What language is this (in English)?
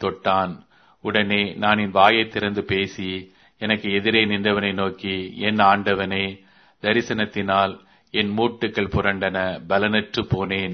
Tamil